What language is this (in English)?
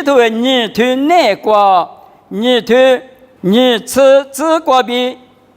Lisu